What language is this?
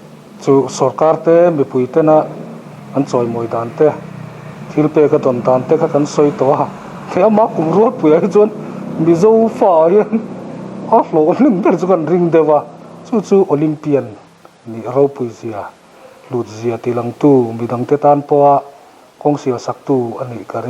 Mizo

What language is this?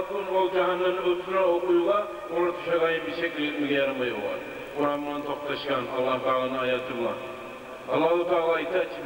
Kumyk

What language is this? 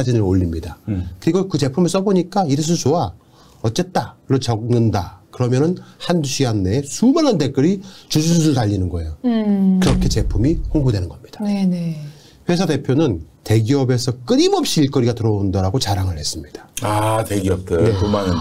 Korean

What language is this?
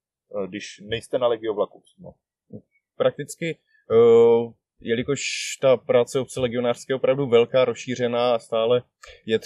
Czech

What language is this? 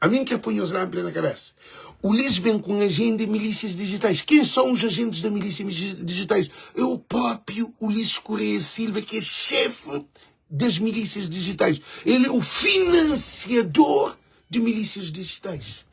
Kabuverdianu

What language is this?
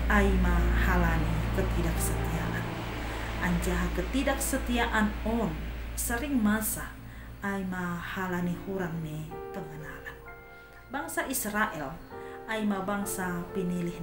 Batak Simalungun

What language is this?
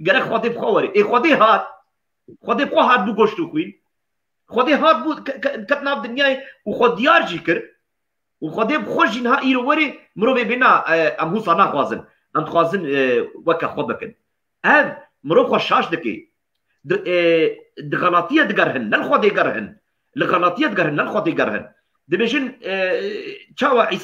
Kurdish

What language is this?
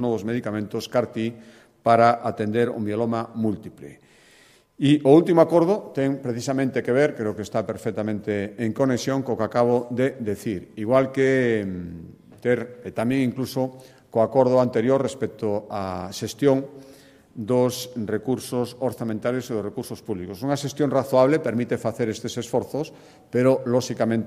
Galician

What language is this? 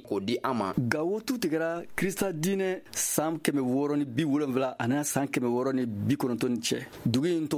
Bambara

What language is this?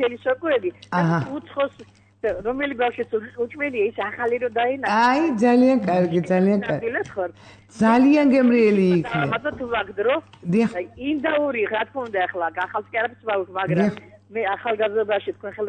Georgian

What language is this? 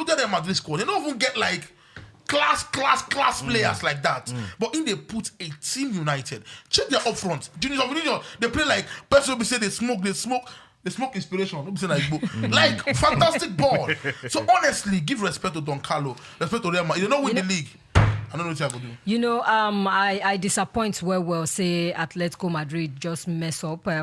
Nigerian Pidgin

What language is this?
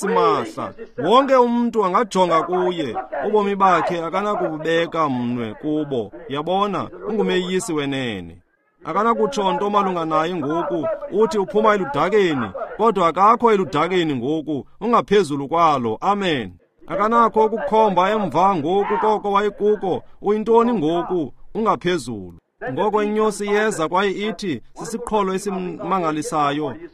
Xhosa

